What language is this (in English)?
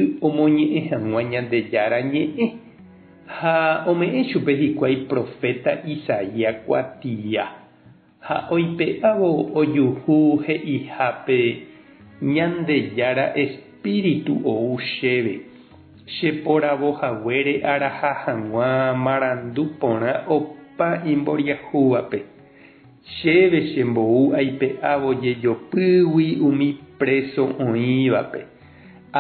Guarani